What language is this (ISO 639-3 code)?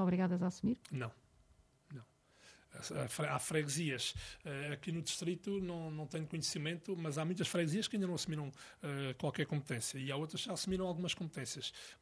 por